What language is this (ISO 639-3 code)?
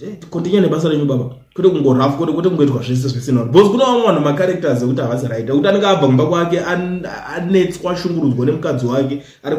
sna